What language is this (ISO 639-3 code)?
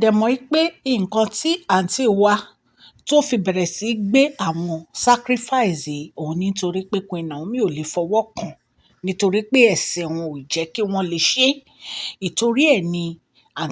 yor